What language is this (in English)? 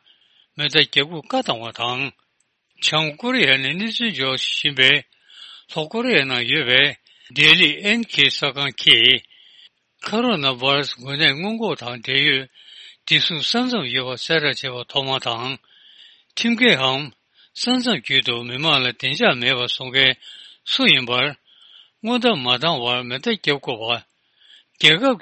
Tibetan